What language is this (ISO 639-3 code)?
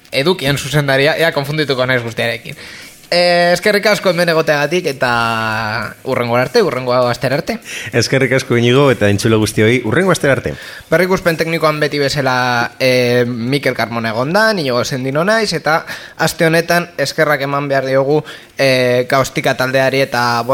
eus